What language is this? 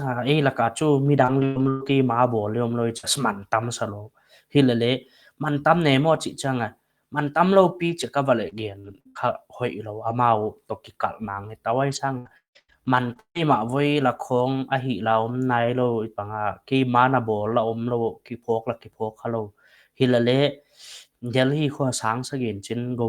Paite Chin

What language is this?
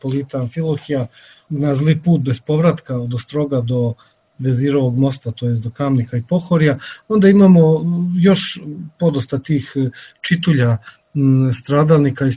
Serbian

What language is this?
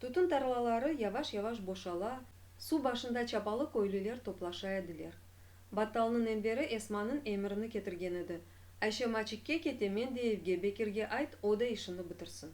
Crimean Tatar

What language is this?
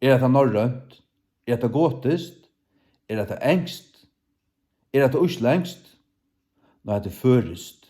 Faroese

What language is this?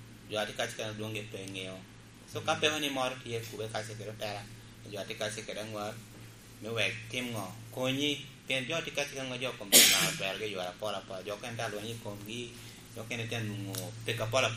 Lango (Uganda)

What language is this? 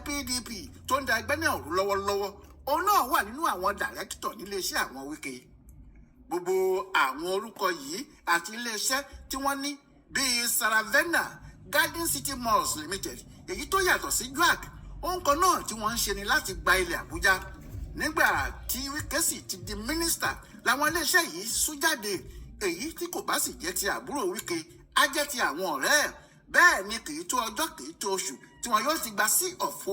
Yoruba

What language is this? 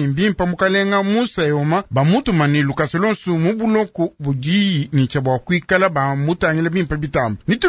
Luba-Lulua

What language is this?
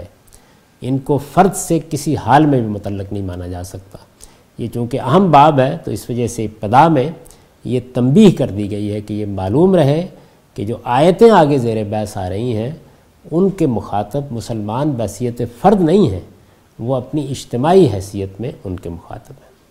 Urdu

